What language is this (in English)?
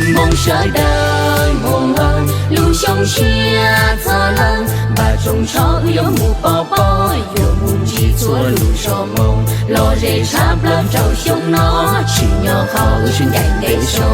Hmong